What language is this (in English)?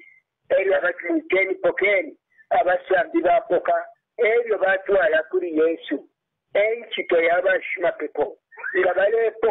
Bemba